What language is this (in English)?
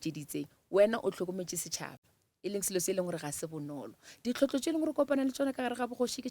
Northern Sotho